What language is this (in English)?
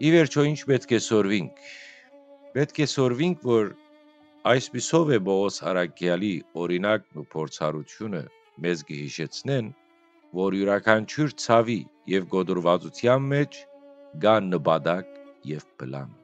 Western Armenian